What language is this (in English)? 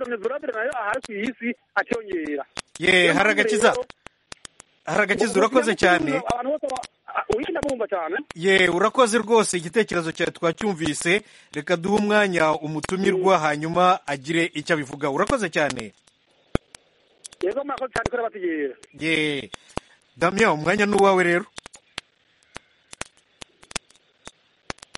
Kinyarwanda